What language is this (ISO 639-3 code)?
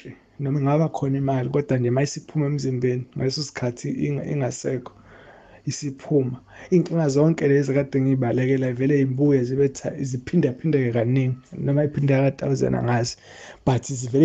zul